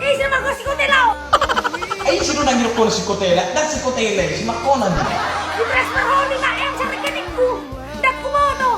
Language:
Batak Toba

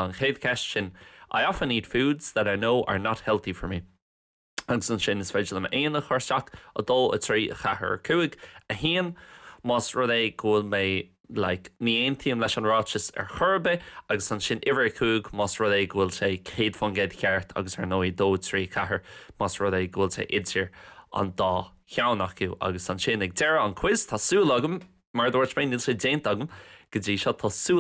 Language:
Irish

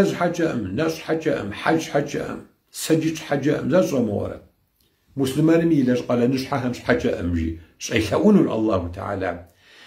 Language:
Kabardian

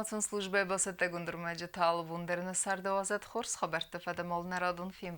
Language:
Ossetic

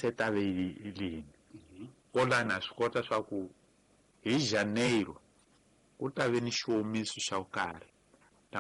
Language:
Tsonga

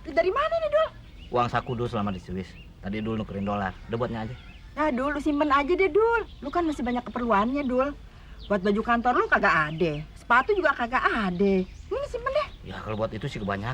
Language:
Betawi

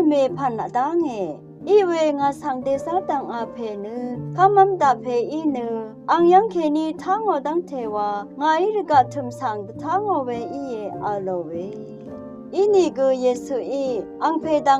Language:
Rawang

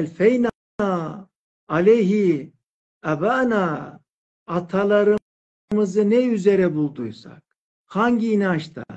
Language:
Turkish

